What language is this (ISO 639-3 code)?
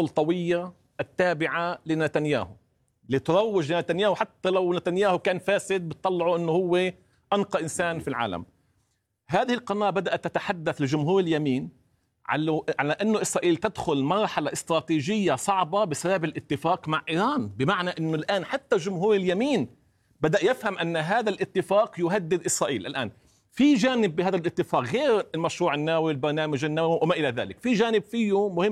ara